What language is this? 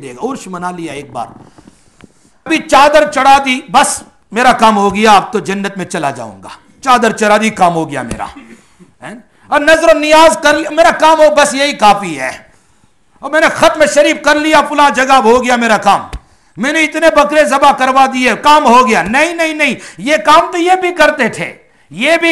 Urdu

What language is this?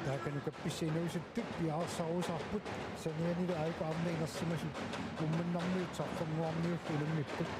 Kalaallisut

